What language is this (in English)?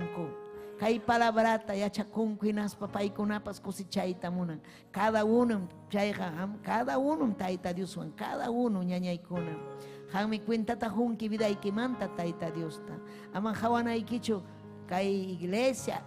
Ayacucho Quechua